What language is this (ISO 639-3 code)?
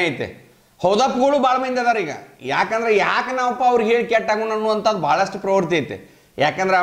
kan